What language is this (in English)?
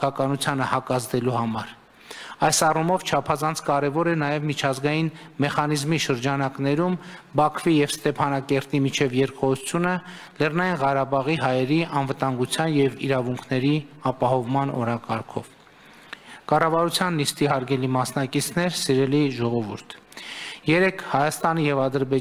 Armenian